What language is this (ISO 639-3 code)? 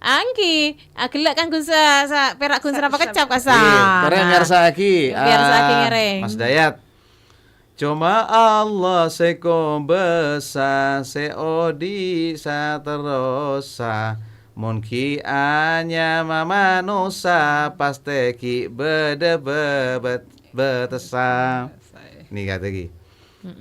mad